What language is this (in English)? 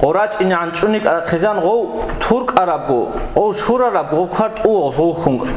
Avaric